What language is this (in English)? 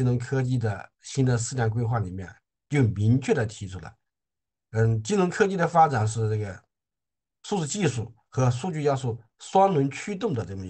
Chinese